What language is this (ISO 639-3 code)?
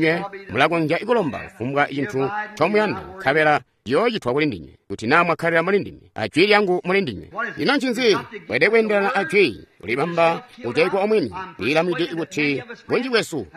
toi